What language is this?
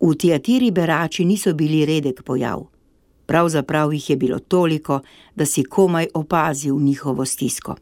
Slovenian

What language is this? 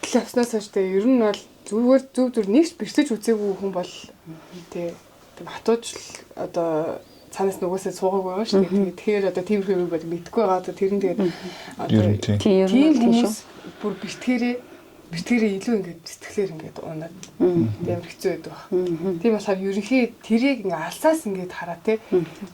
Mongolian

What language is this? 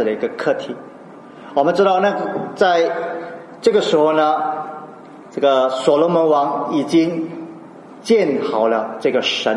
Chinese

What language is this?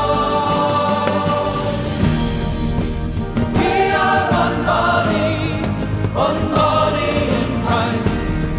Dutch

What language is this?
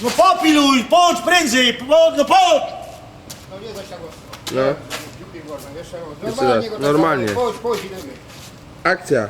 Silesian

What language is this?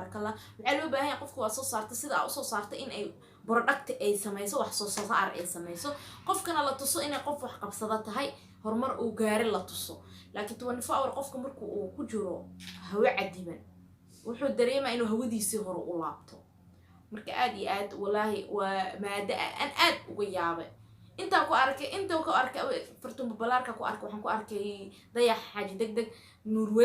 Somali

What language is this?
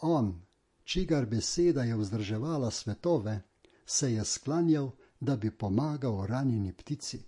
Slovenian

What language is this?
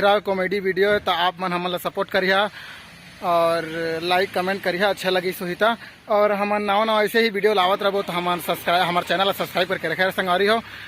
Chhattisgarhi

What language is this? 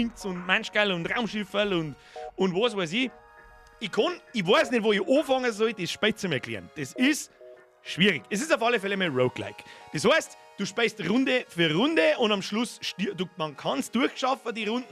Bavarian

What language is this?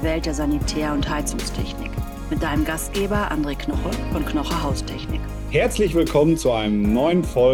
German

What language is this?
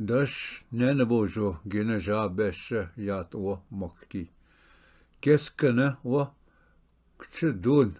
Ojibwa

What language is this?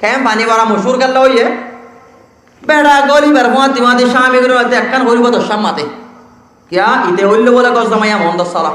Rohingya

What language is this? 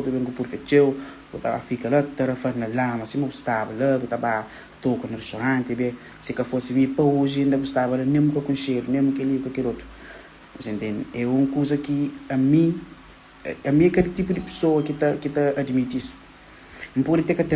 Kabuverdianu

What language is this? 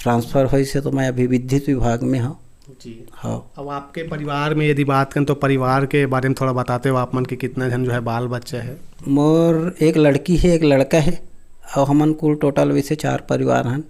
Chhattisgarhi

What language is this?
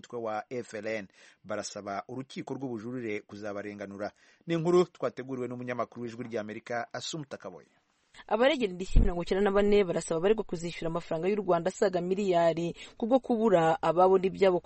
Kinyarwanda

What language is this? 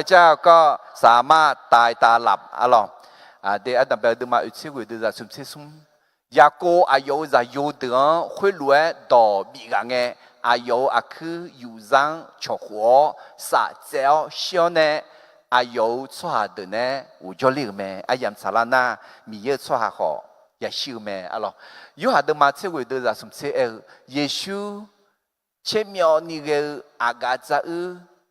Akha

